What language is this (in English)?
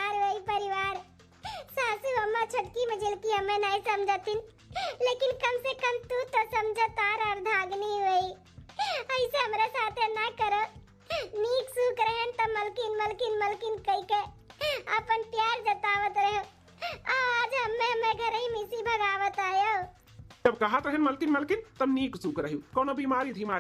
Awadhi